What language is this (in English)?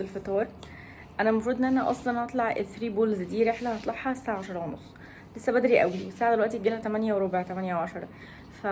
Egyptian Arabic